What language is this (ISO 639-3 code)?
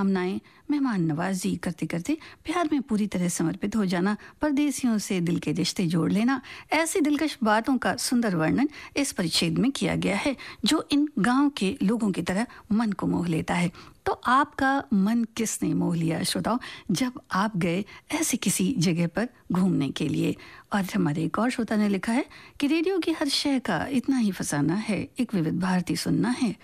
hin